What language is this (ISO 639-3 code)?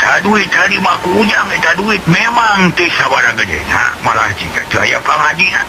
sun